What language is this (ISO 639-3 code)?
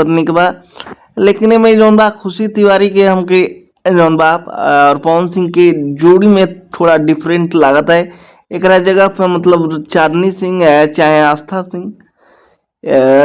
bho